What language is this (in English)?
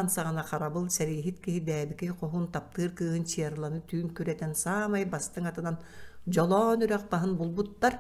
Yakut